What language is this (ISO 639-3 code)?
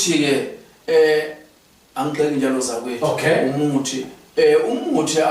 zul